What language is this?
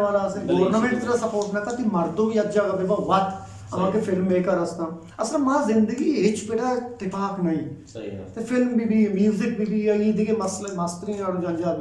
Eastern Balochi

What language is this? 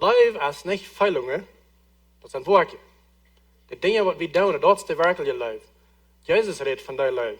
Plautdietsch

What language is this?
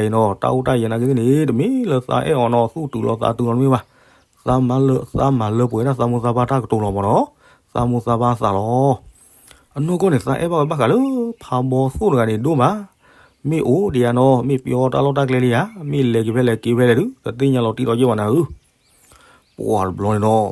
S'gaw Karen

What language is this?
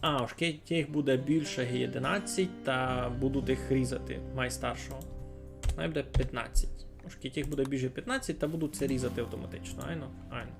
Rusyn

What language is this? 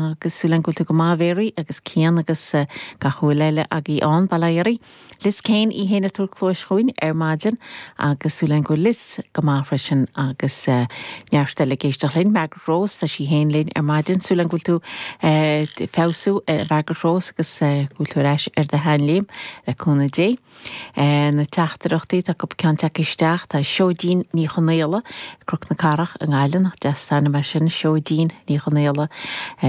Irish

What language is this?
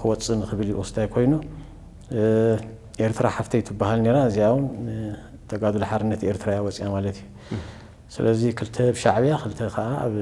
Tigrinya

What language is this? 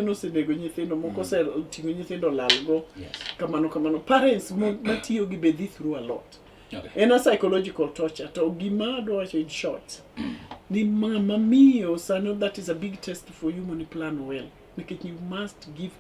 Luo (Kenya and Tanzania)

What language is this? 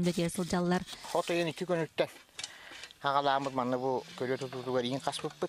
Yakut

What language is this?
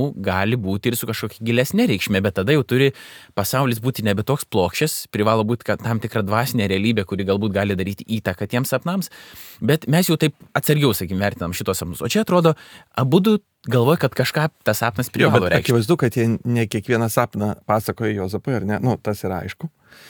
Lithuanian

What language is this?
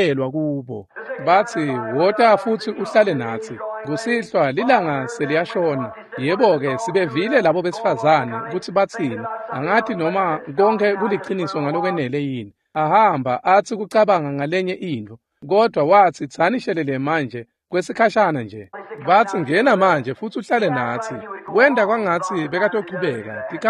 Swati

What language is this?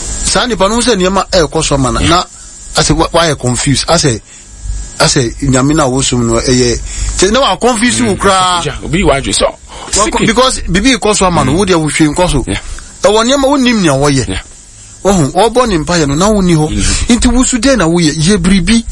Akan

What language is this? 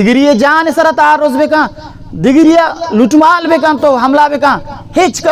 Baluchi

